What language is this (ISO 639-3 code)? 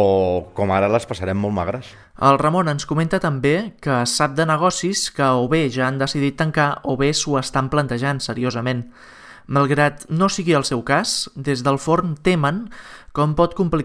cat